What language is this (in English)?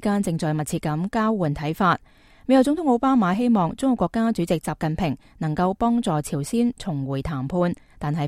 Cantonese